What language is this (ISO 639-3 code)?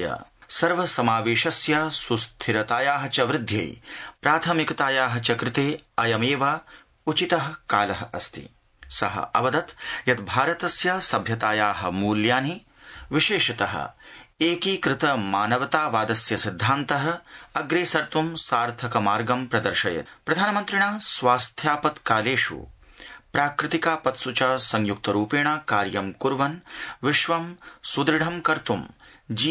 san